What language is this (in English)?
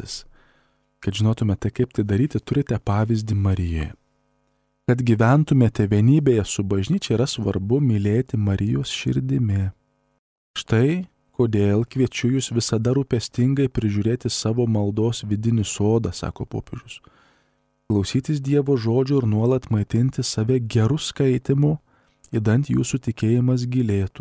Lithuanian